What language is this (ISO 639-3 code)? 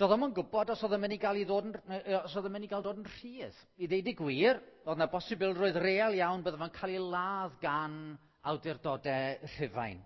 cym